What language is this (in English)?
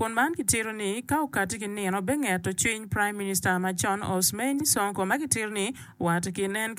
Acoli